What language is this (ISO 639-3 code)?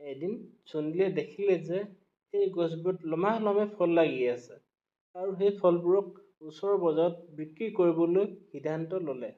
asm